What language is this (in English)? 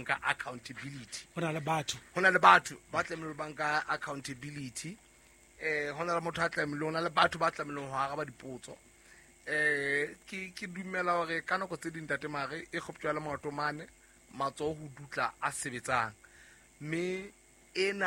Southern Sotho